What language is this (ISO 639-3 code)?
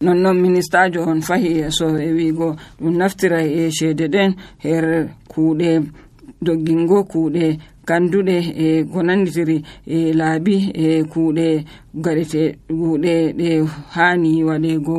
fuv